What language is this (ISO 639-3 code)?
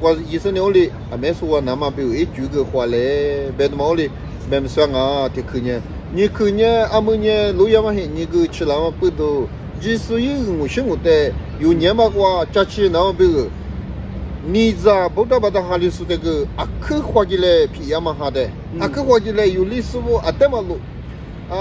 lis